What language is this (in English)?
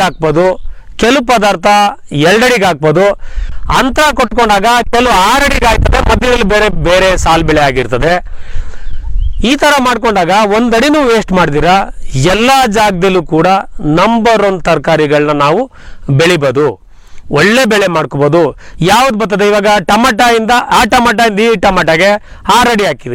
Kannada